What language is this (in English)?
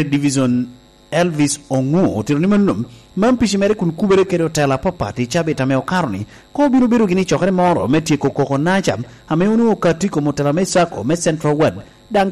Lango (Uganda)